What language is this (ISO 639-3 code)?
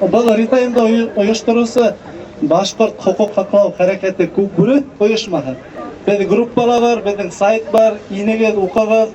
bak